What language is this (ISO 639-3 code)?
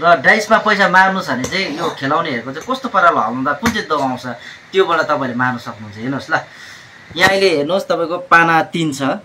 nep